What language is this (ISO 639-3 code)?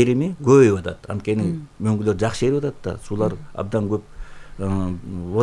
kir